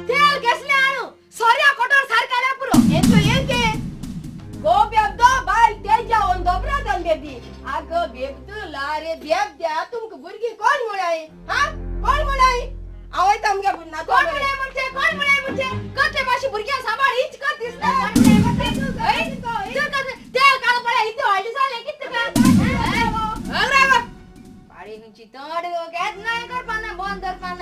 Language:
Konkani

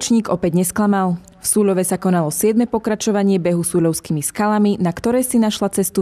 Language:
Slovak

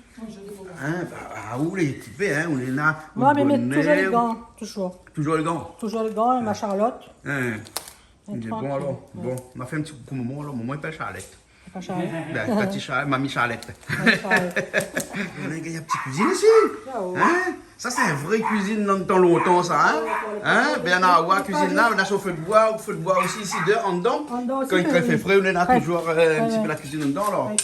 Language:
Réunion Creole French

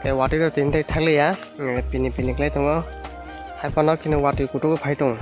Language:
Kok Borok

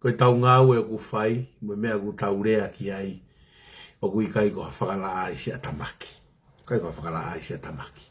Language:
Tongan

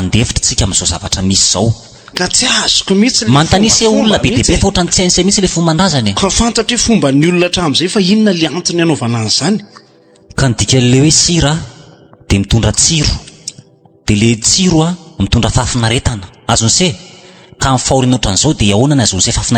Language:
Malagasy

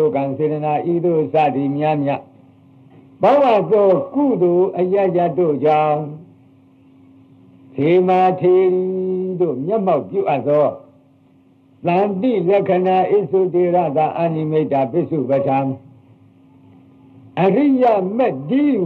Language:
Burmese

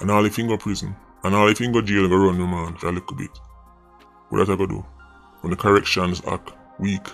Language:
Jamaican Creole English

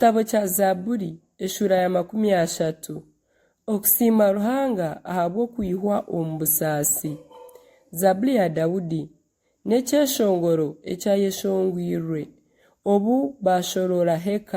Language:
Nyankole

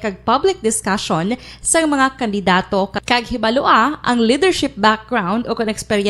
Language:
Hiligaynon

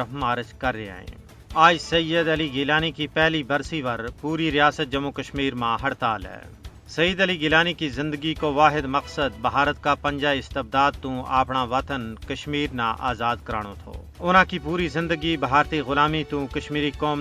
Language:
Gujari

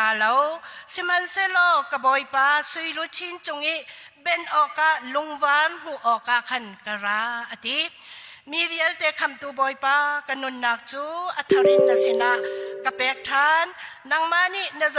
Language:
Hakha Chin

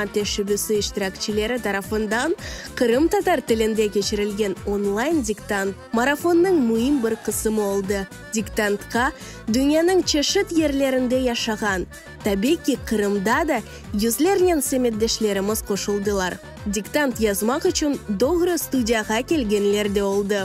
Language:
Crimean Tatar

